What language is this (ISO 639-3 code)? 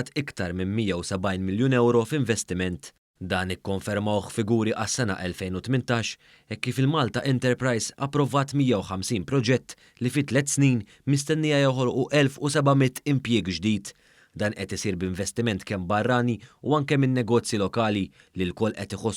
mlt